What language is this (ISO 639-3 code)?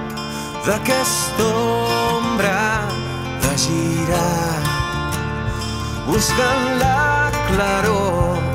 cat